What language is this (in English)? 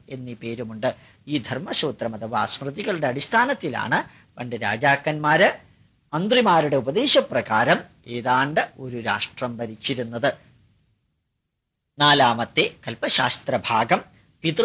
Malayalam